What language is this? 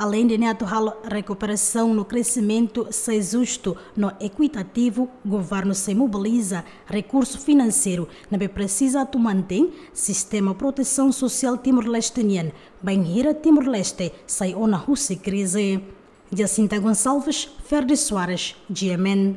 Tetum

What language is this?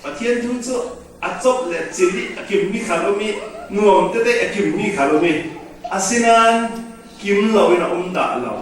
Falam Chin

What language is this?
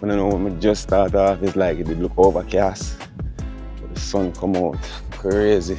Jamaican Creole English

